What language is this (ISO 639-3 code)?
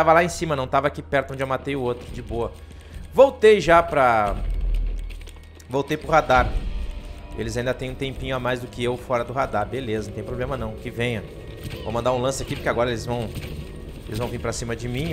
por